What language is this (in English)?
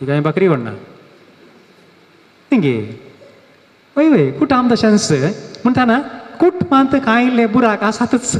Konkani